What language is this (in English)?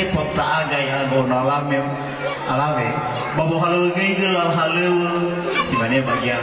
Nias